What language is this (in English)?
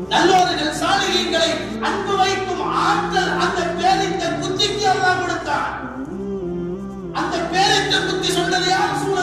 Tamil